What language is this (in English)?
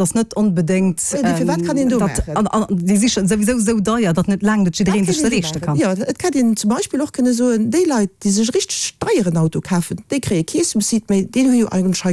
Luxembourgish